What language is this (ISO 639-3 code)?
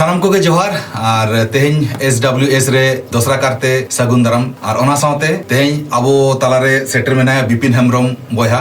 sat